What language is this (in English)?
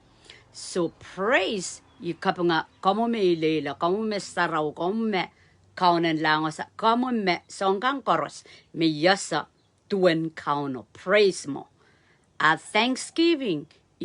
Pohnpeian